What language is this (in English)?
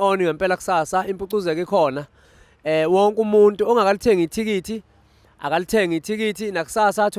Zulu